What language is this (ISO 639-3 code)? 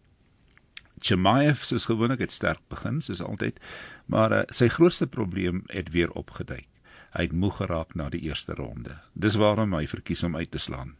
afr